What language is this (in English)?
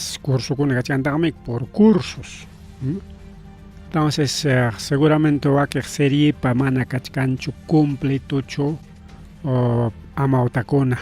Ayacucho Quechua